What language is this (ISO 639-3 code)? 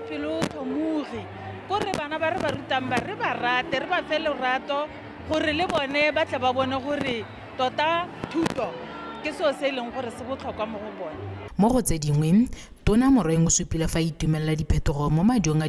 tsn